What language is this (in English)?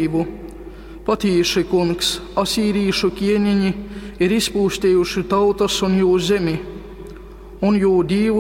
Latgalian